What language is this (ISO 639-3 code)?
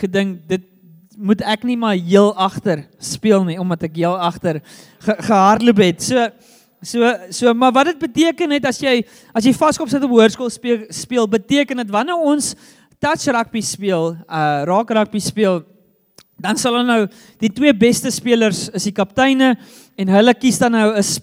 afr